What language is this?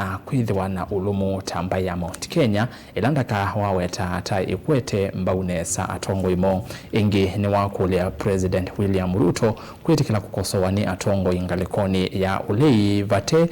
Kamba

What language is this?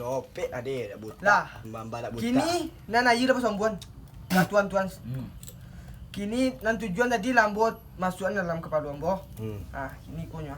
Minangkabau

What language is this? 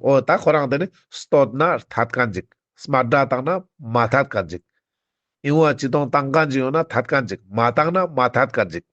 Ladakhi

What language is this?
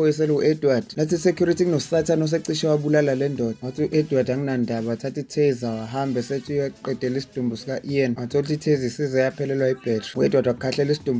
Zulu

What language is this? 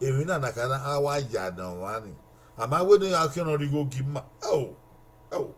Bini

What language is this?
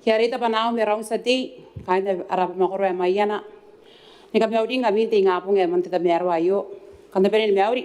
Gilbertese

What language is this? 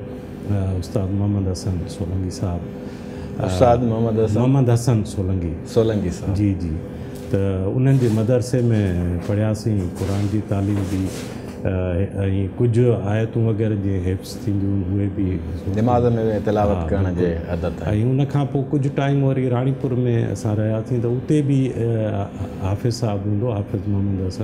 Sindhi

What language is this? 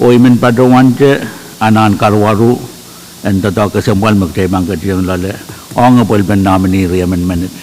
Pohnpeian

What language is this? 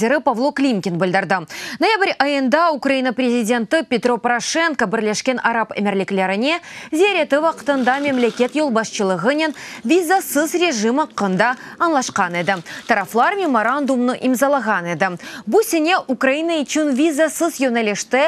Crimean Tatar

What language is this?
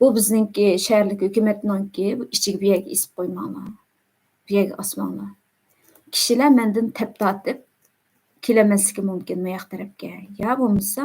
Uyghur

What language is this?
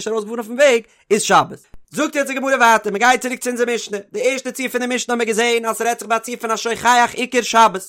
Yiddish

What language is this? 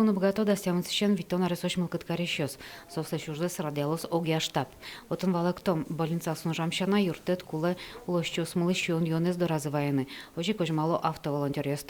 Udmurt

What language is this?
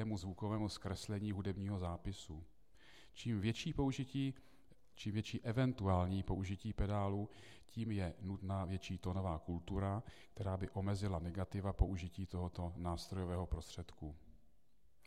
Czech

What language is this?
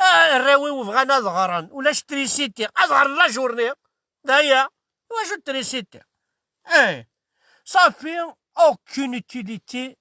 Kabyle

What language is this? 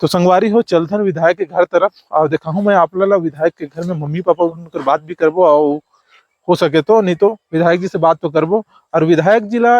Chhattisgarhi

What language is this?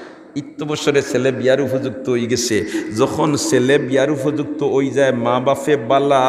Sylheti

